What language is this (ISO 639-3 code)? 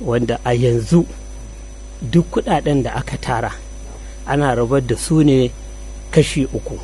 hau